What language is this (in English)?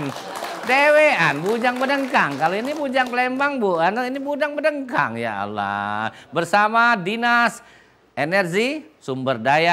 Musi